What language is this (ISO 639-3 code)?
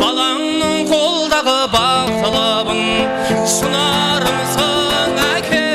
kaa